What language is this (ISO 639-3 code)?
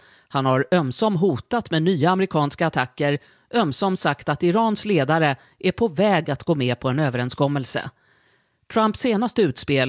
swe